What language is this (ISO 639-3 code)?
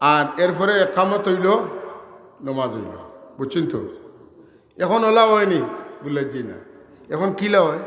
syl